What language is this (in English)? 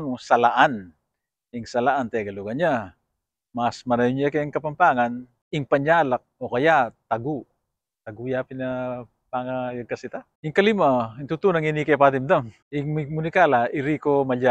Pampanga